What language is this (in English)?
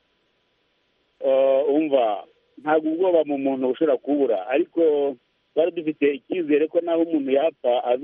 Kinyarwanda